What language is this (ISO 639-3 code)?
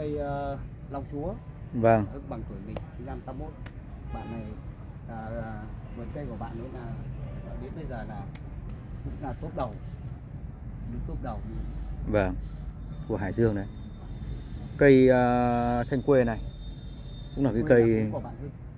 vie